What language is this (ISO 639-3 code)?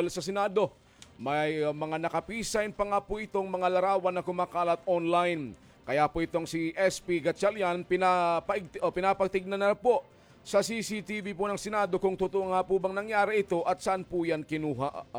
fil